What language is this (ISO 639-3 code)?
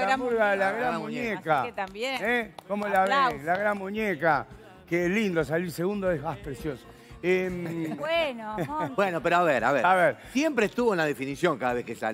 spa